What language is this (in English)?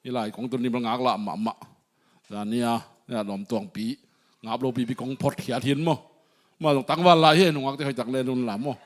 Tedim Chin